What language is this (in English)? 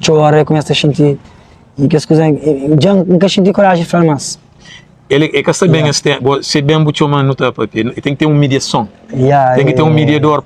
Kabuverdianu